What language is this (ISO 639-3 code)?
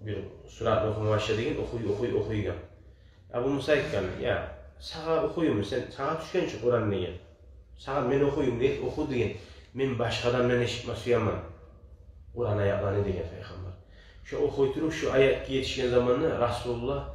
kum